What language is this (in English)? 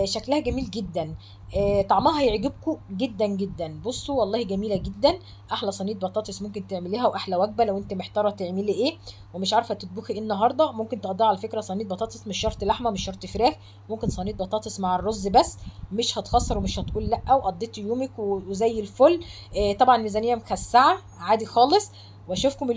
Egyptian Arabic